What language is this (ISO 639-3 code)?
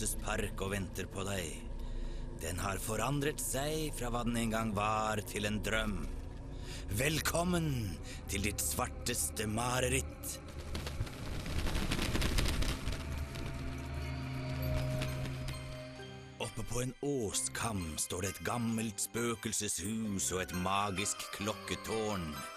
nor